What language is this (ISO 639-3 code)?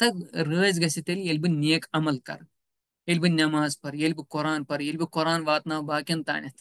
kas